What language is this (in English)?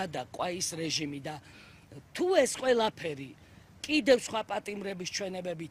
Georgian